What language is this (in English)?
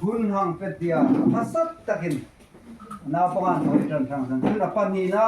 Hmar